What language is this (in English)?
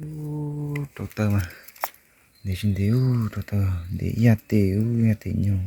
Hmong